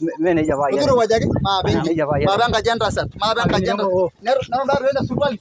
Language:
Masai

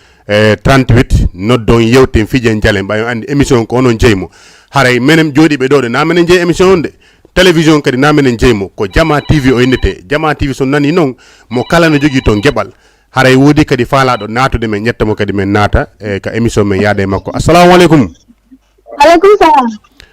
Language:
Fula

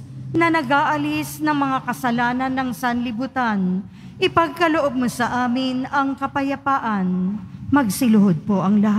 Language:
Filipino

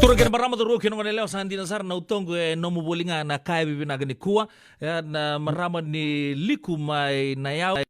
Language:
Fijian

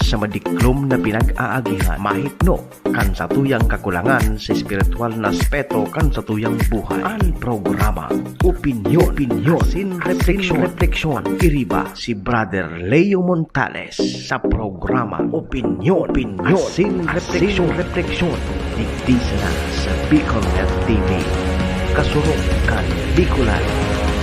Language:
Bikol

